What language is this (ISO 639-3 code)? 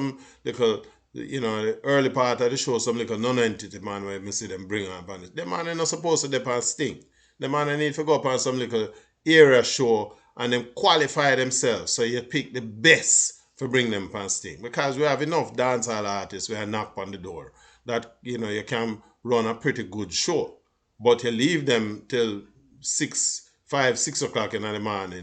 jam